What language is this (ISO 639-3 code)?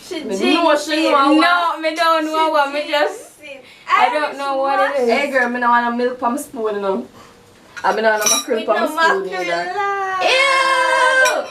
jam